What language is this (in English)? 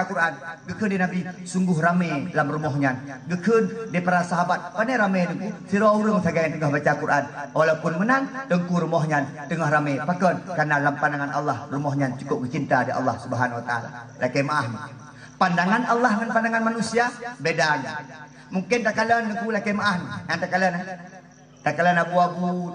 Achinese